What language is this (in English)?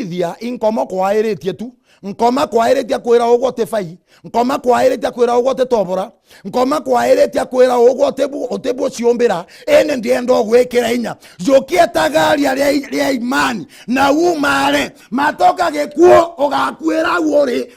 Meru